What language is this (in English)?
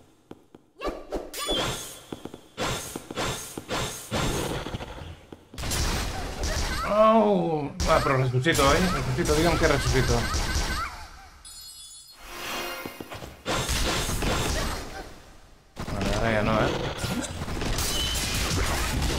Catalan